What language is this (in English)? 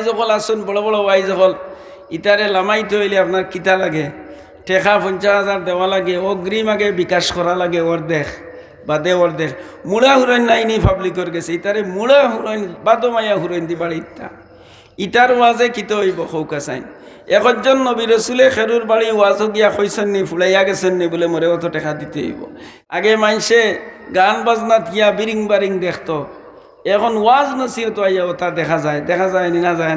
Sylheti